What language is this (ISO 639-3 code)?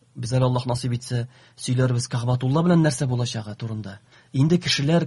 tat